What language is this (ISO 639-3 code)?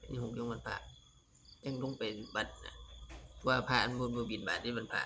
tts